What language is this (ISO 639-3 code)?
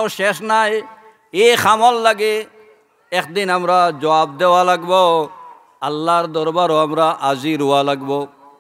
syl